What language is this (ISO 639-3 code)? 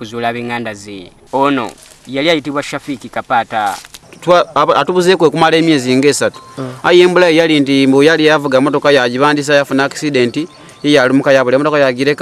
lug